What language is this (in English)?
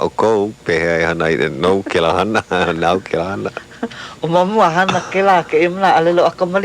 Hawaiian